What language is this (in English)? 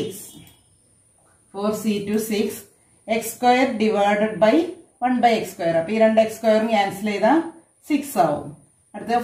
Malayalam